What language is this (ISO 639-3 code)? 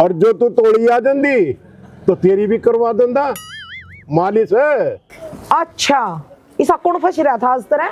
bgc